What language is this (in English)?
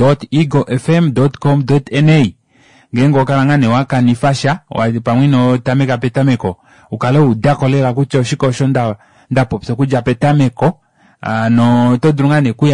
Kuanyama